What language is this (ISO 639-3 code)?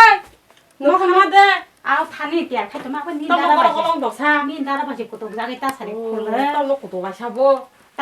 trp